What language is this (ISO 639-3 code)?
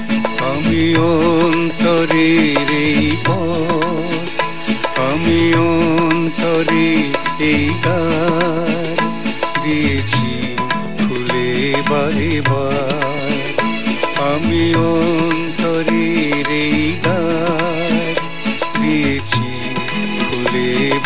ben